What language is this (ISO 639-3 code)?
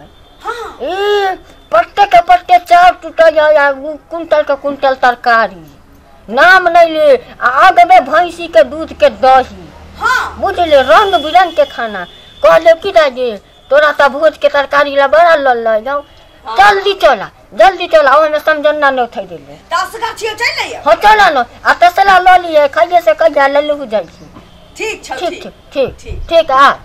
mai